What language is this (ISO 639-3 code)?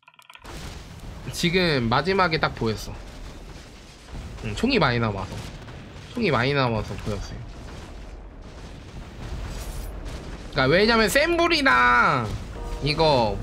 kor